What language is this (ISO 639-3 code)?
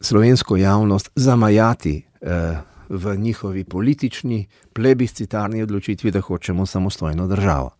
slv